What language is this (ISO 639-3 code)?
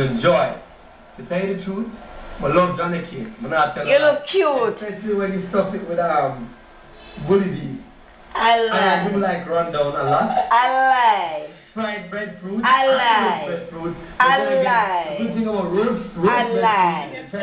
jam